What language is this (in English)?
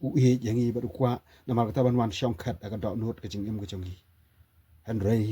Khasi